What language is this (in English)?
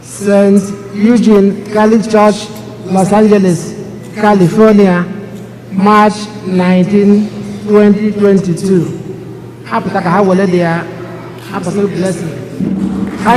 Igbo